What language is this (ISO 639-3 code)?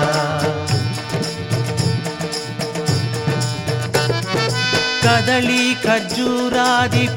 tel